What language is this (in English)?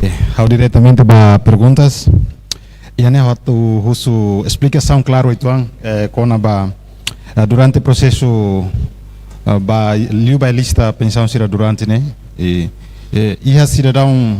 Tetum